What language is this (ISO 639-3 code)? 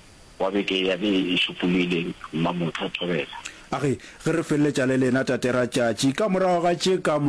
nso